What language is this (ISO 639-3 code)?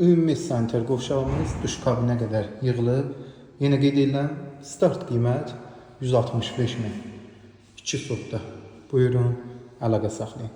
aze